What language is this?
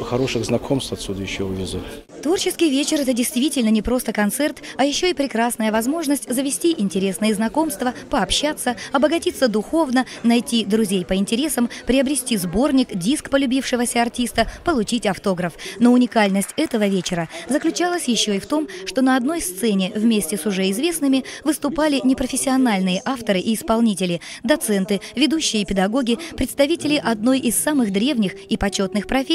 Russian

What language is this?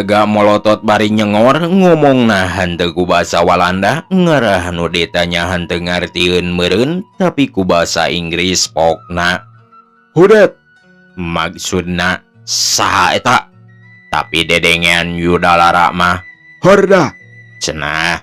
Sundanese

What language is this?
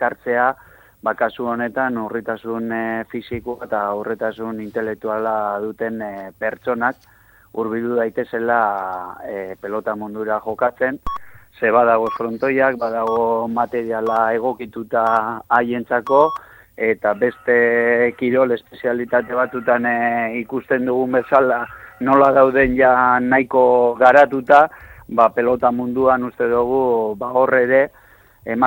Basque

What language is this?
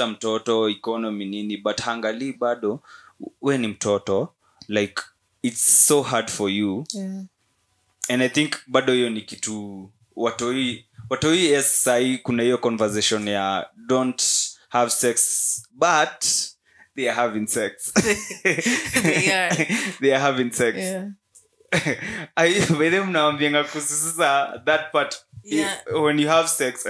Swahili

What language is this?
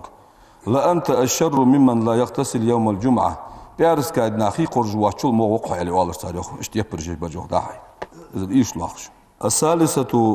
Ingush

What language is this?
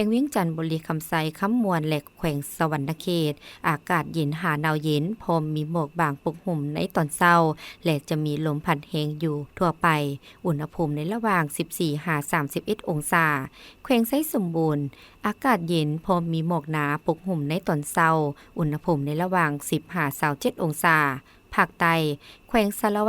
Lao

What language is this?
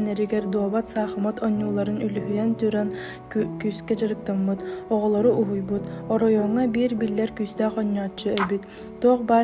Yakut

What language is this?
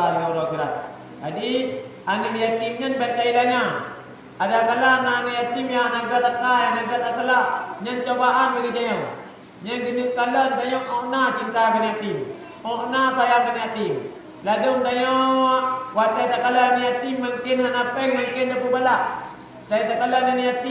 Achinese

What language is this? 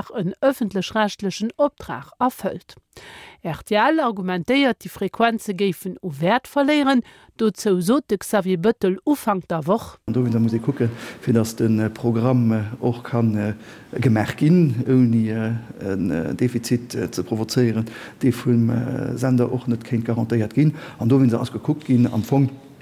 Luxembourgish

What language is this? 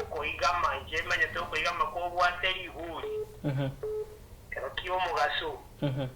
Gusii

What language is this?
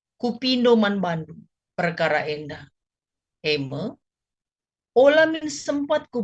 Batak Karo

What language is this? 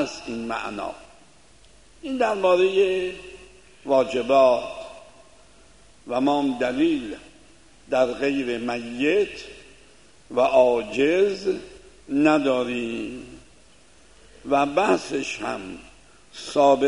Persian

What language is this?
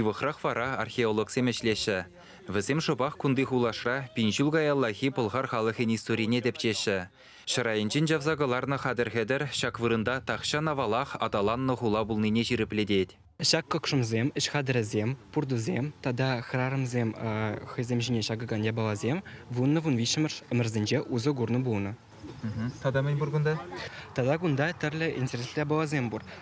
Chuvash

